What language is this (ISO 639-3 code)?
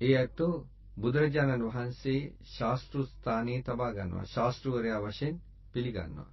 sin